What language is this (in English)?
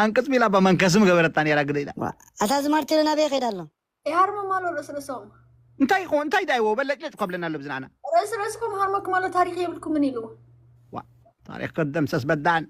Tigrinya